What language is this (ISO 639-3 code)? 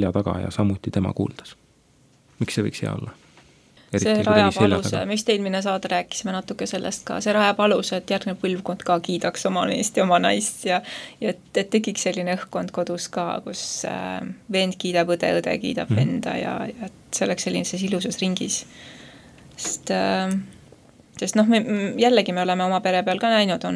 est